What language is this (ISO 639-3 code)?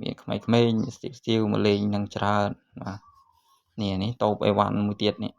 khm